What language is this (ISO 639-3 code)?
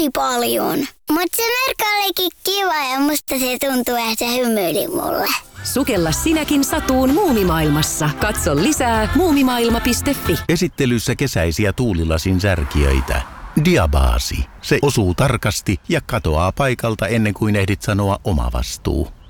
fin